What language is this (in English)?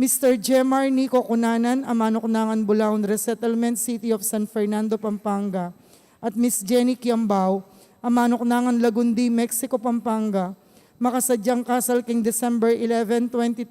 Pampanga